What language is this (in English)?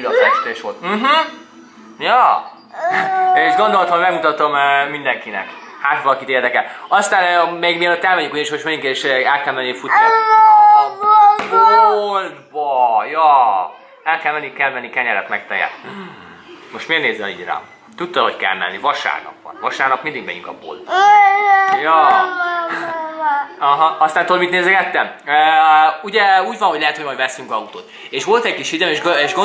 Hungarian